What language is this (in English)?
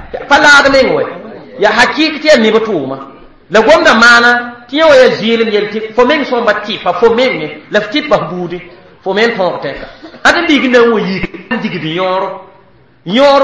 Mossi